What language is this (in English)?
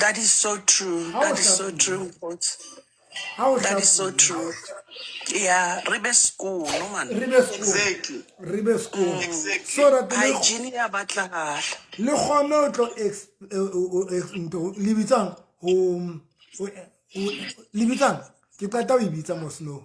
Southern Sotho